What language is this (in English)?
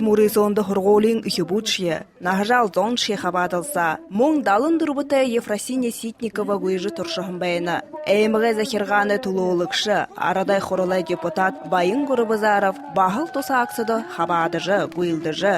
Buriat